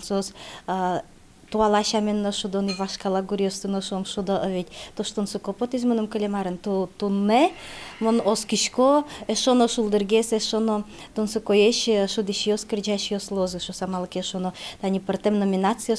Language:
Udmurt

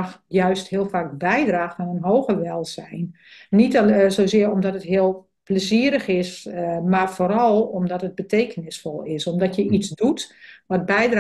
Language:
Dutch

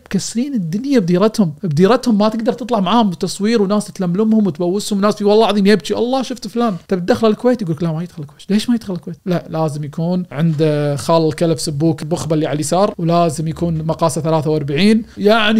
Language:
Najdi Arabic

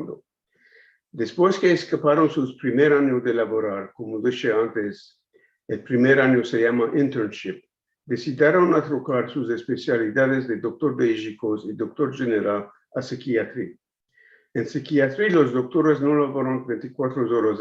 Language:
Ladino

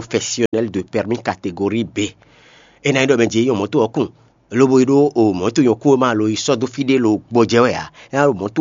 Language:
Fon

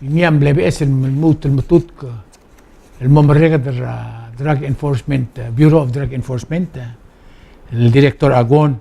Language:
Palauan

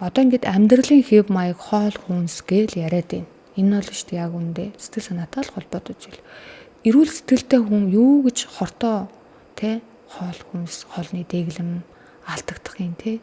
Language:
Mongolian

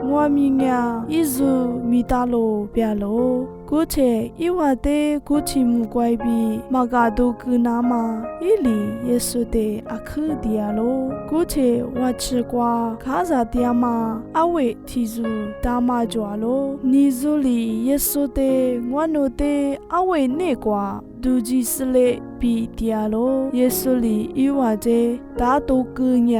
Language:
Lisu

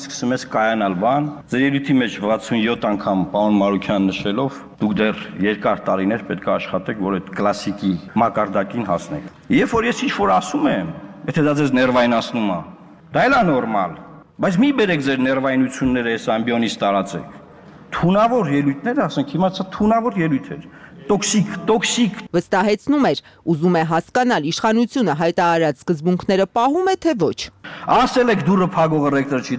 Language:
Armenian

